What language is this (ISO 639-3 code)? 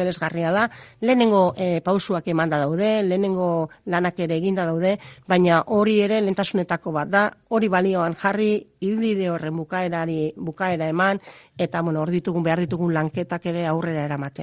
eus